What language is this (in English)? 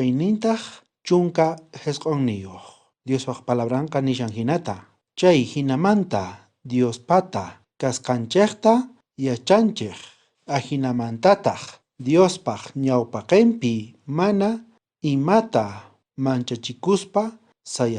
South Bolivian Quechua